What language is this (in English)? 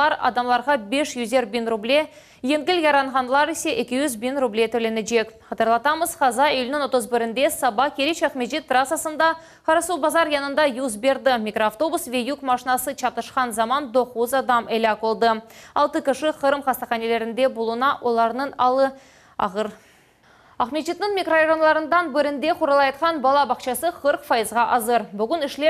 Crimean Tatar